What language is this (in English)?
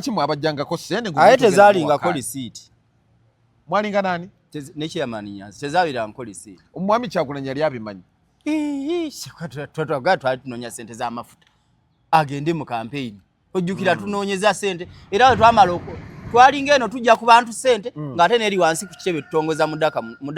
Ganda